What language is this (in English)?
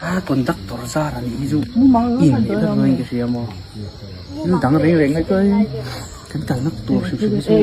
Mizo